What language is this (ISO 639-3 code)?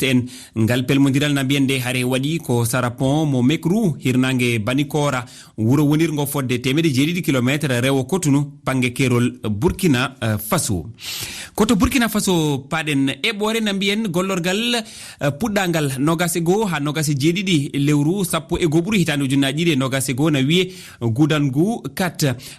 ful